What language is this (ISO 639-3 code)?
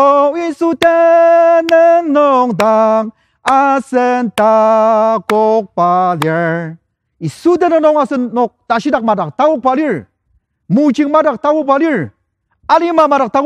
njo